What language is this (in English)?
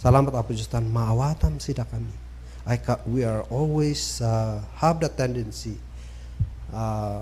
Kankanaey